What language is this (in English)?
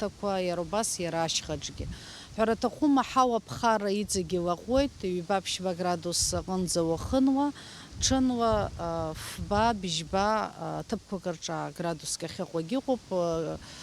Abkhazian